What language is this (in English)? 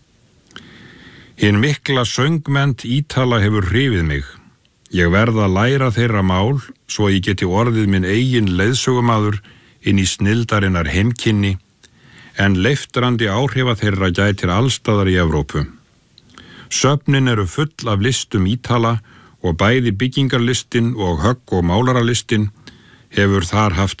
Icelandic